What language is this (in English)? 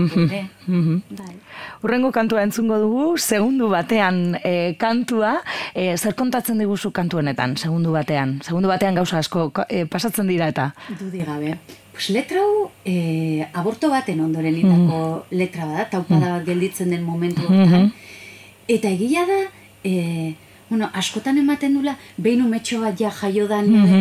Basque